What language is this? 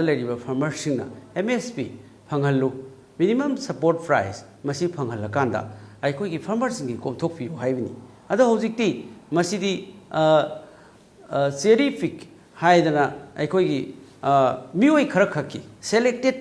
Manipuri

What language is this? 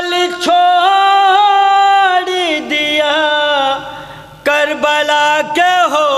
Urdu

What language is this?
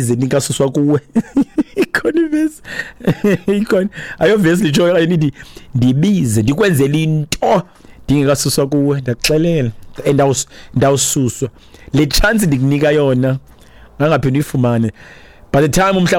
Xhosa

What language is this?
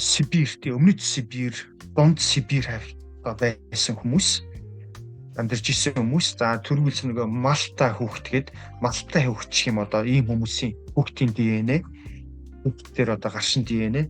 Mongolian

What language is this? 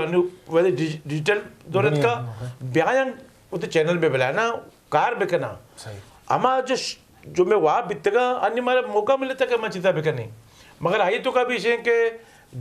Eastern Balochi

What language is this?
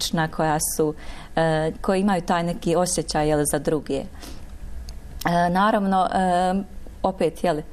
Bosnian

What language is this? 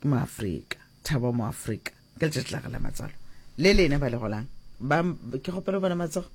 Northern Sotho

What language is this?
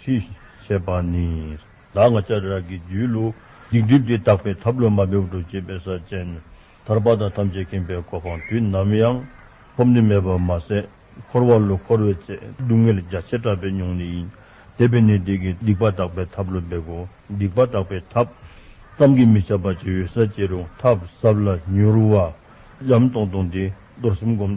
Dzongkha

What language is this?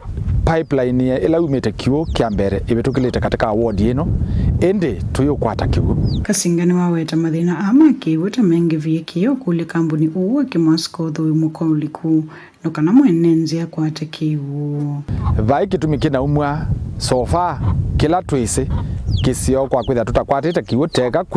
Kamba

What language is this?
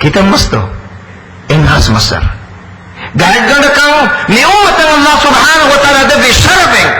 Divehi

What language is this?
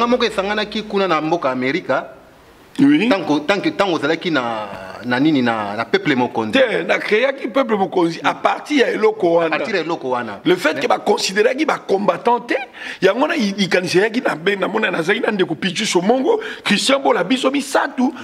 Lingala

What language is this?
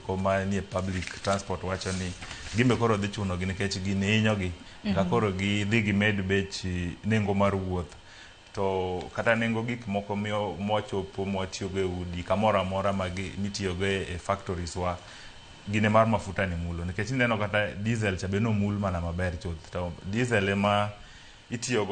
Luo (Kenya and Tanzania)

